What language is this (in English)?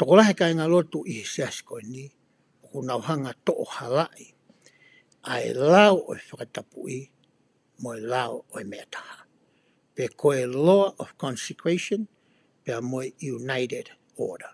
Tongan